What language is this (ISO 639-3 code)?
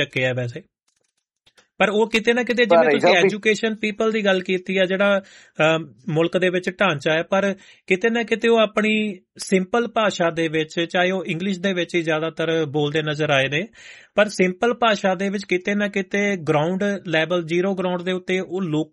pan